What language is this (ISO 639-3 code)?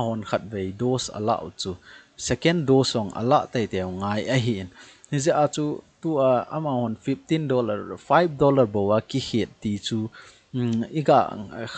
tcz